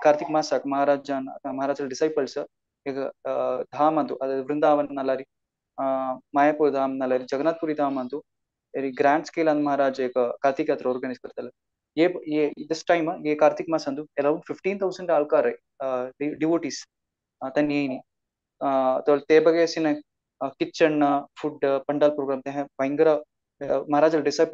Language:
Konkani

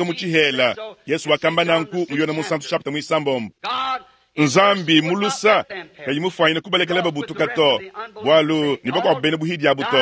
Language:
Luba-Lulua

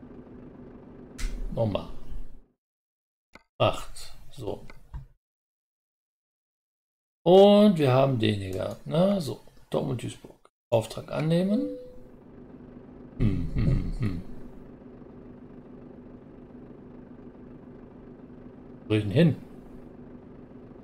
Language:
German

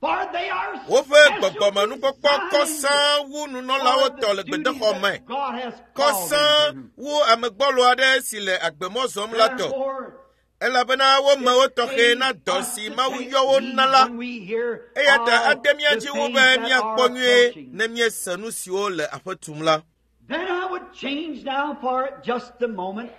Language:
Ewe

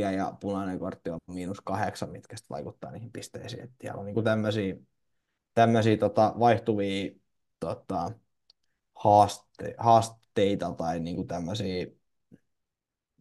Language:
Finnish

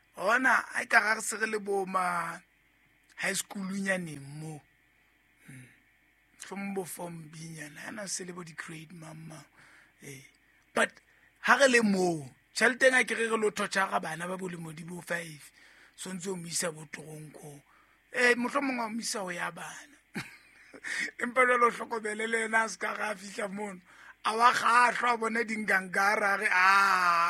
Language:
Southern Sotho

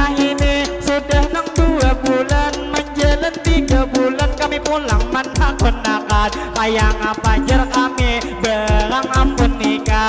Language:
Banjar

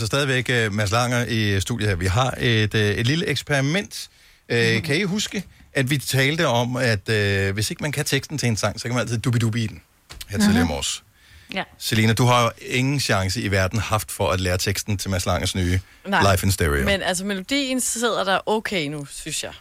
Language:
Danish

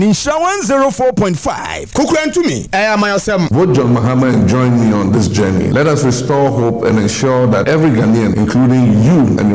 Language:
Akan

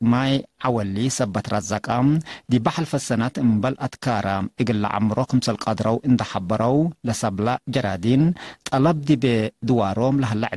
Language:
Tigre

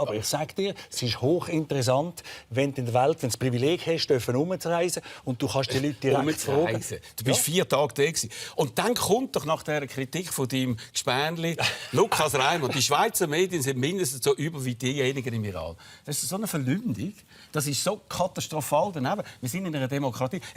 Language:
Swiss German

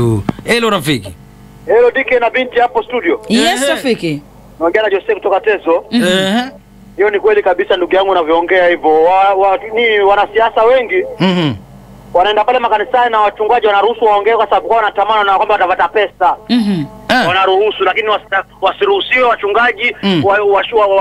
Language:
Swahili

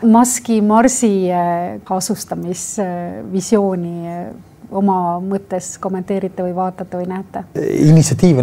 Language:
Estonian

